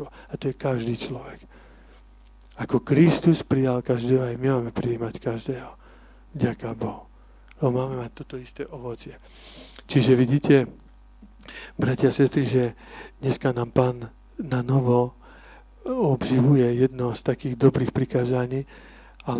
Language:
Slovak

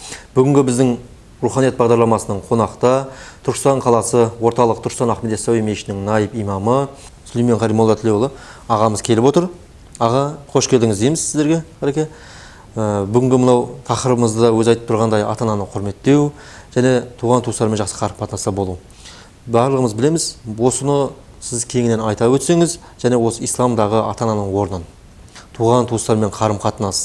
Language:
Kazakh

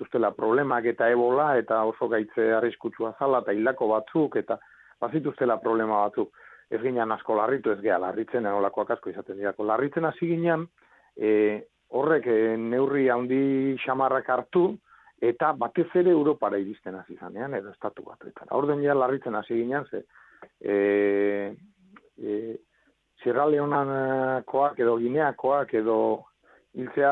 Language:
Basque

